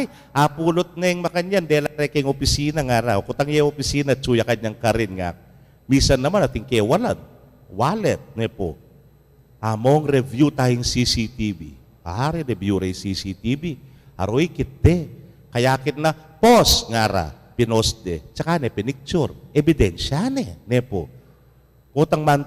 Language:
Pampanga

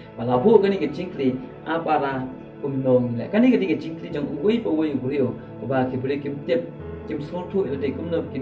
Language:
Khasi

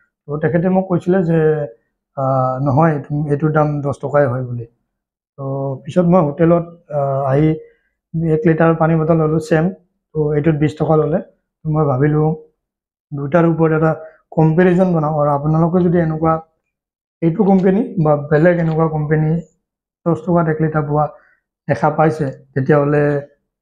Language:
Assamese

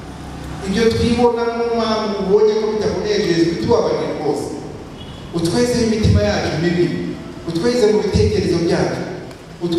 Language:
Kinyarwanda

